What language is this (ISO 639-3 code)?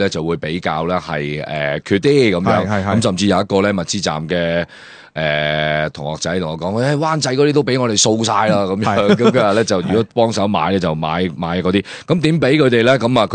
yue